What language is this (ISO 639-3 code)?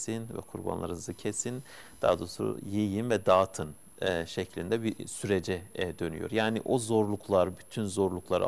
tur